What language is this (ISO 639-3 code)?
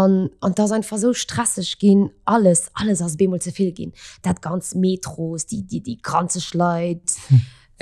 ltz